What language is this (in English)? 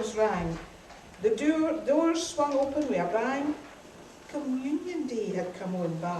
Scots